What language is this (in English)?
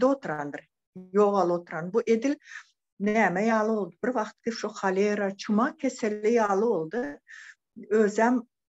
Turkmen